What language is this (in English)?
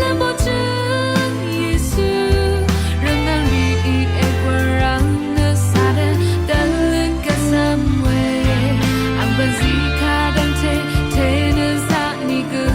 Rawang